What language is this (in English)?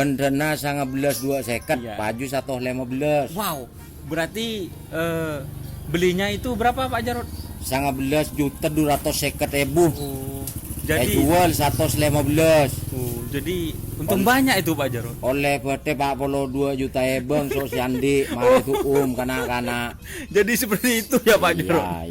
Madurese